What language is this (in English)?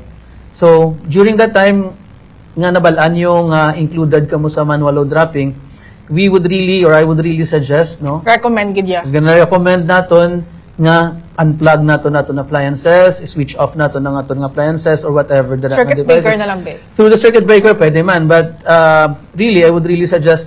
Hiligaynon